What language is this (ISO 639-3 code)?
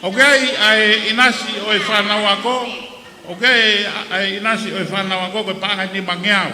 ton